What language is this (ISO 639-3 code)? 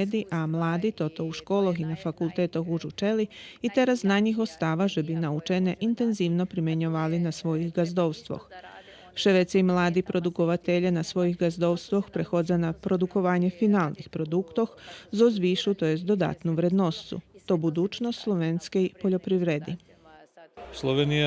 rue